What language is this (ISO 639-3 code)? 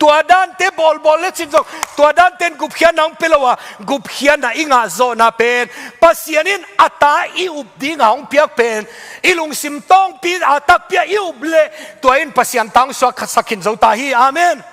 ctd